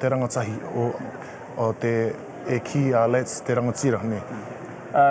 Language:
Māori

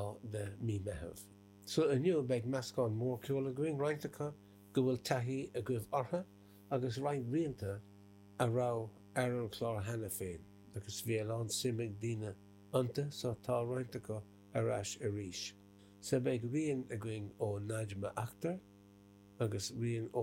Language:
Irish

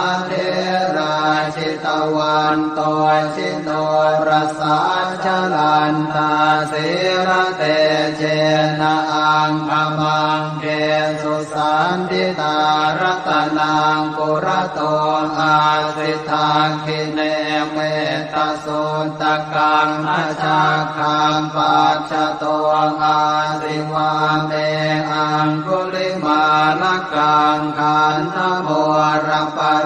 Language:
Pali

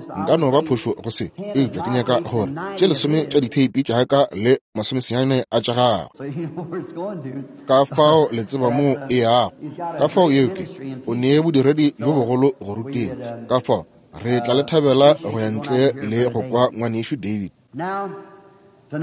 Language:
Northern Sotho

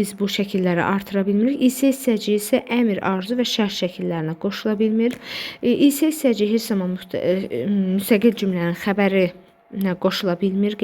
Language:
Azerbaijani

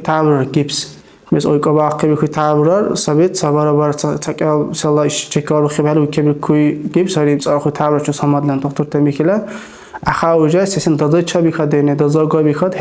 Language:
Dargwa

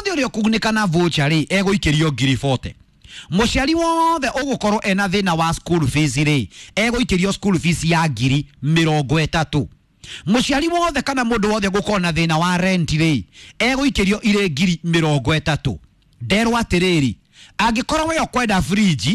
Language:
Kikuyu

